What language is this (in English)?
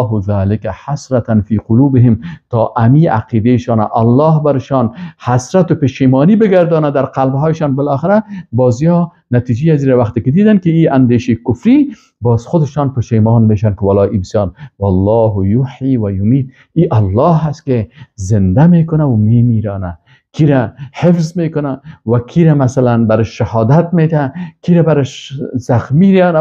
Persian